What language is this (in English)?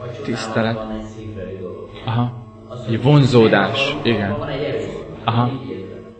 Hungarian